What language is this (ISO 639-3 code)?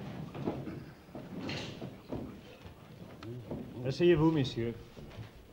fra